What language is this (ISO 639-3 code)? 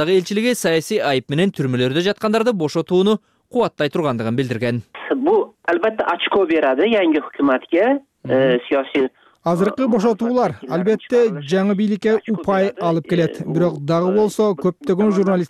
kir